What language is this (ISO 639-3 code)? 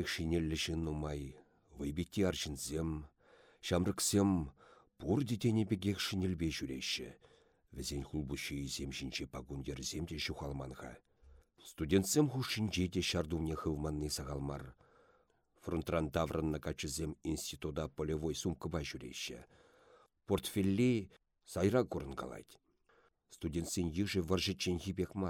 chv